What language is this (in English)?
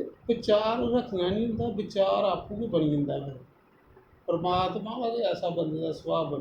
Dogri